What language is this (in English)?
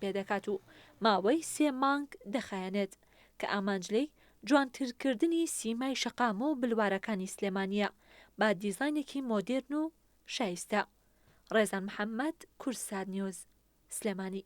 Central Kurdish